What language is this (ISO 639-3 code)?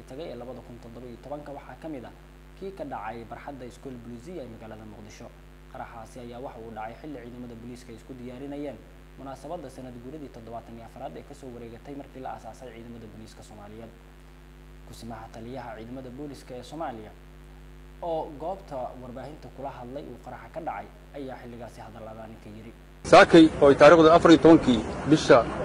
som